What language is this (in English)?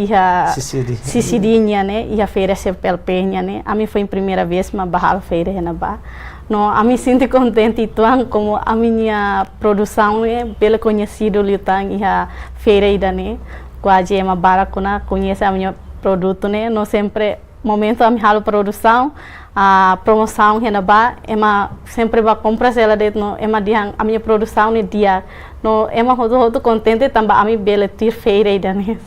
Tetum